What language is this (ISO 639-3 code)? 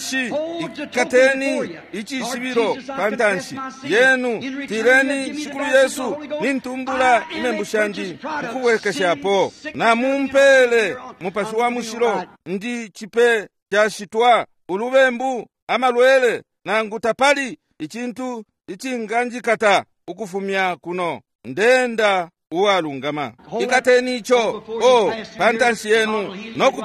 bem